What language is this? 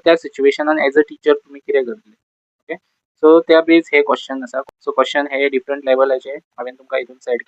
Konkani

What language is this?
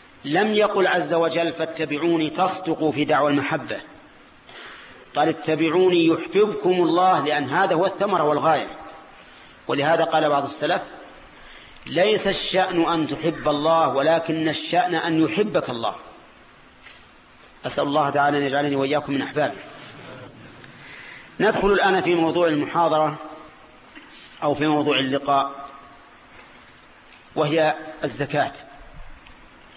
Arabic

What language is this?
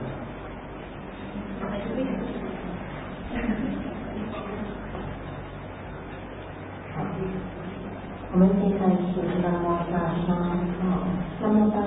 Chinese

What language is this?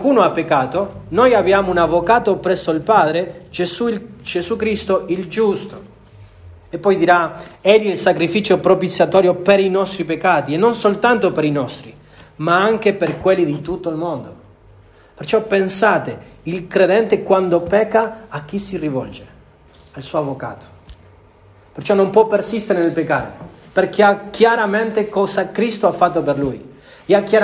Italian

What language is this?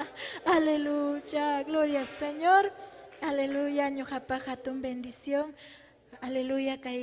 Ayacucho Quechua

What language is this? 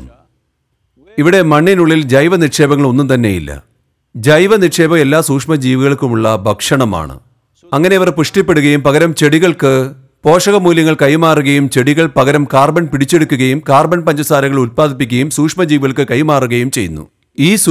Malayalam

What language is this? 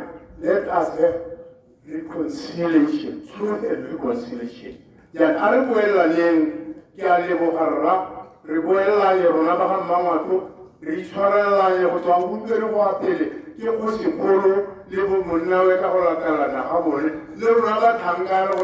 Tswana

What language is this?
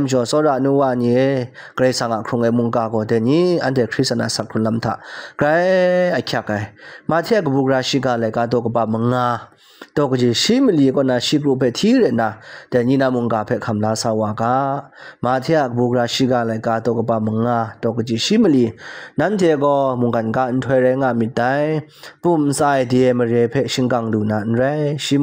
Kachin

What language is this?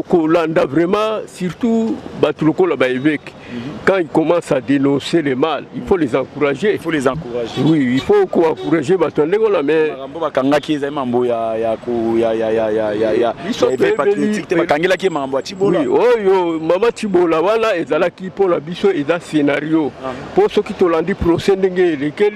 Lingala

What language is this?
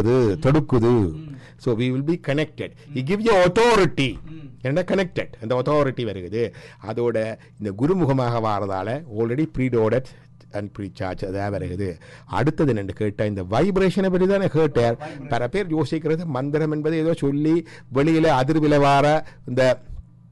Tamil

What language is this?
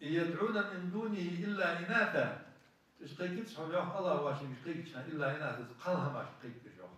Ingush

